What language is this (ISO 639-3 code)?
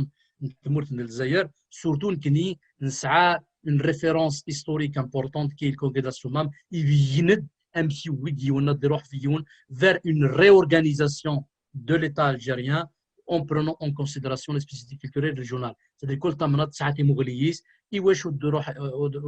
kab